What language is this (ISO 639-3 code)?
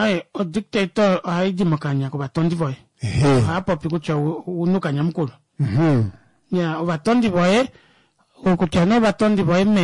kua